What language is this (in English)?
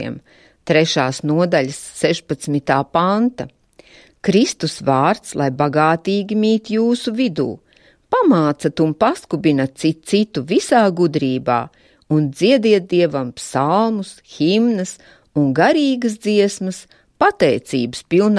Latvian